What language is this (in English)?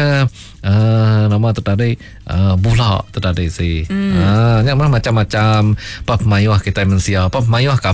Iban